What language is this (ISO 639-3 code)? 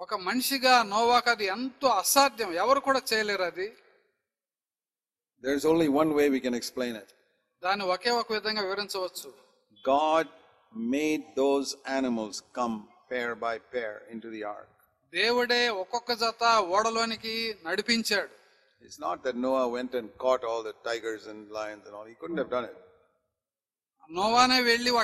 tel